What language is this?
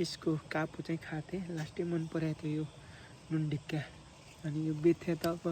Nepali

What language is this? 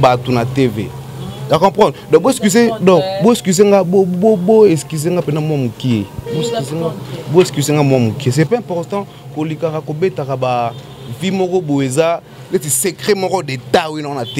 Lingala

